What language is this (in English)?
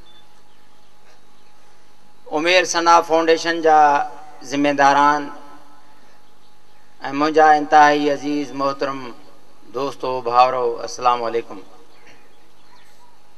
Urdu